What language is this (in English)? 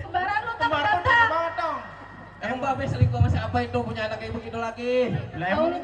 Betawi